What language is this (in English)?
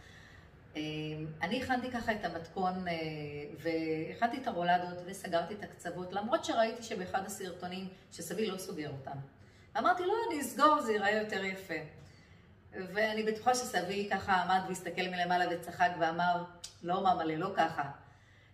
Hebrew